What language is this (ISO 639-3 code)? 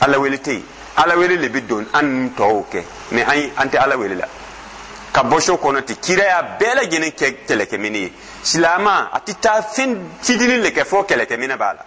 dyu